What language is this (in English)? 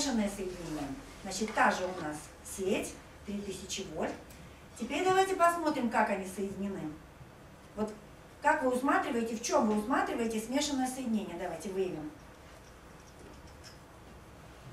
Russian